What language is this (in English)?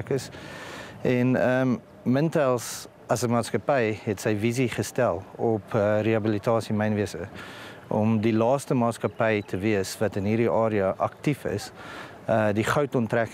Afrikaans